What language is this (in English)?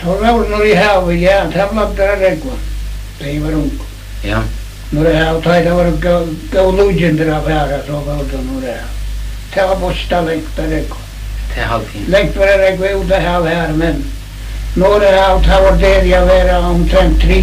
Faroese